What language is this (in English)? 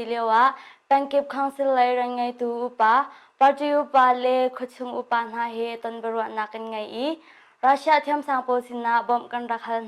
Hakha Chin